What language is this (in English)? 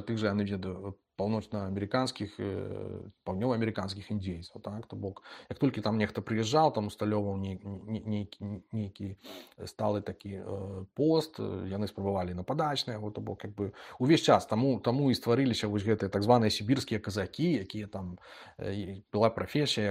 Belarusian